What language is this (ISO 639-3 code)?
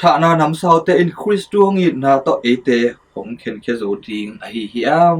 ctd